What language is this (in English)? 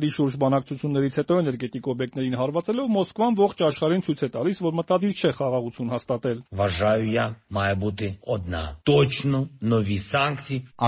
Armenian